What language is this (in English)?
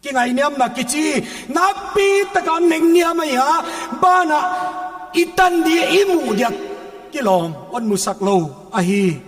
Paite Chin